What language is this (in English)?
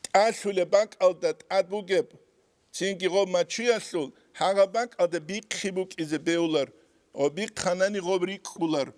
Avaric